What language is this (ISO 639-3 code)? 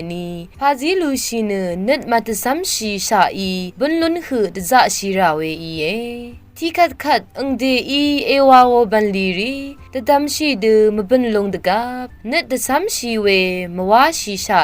raw